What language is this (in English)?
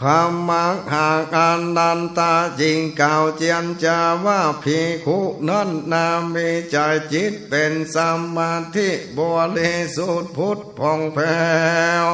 Northern Thai